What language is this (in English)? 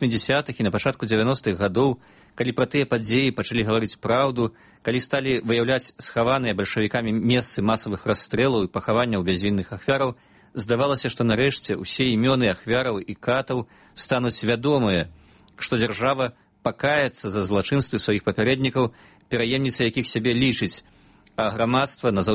Belarusian